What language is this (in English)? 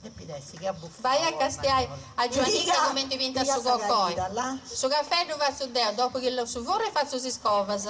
Sardinian